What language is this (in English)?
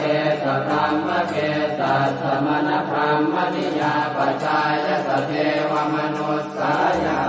Pali